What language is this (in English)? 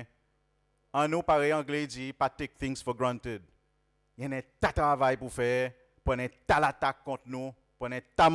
Seselwa Creole French